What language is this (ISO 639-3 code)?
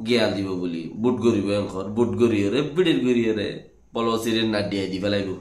rhg